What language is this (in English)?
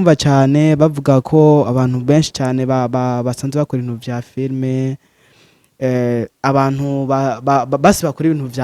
Rundi